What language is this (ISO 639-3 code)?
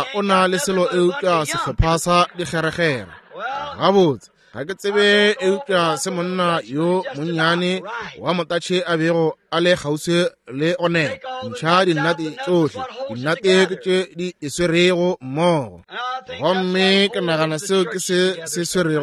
nso